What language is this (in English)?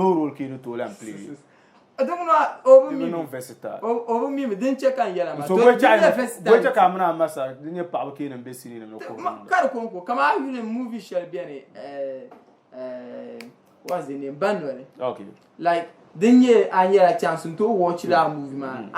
Dagbani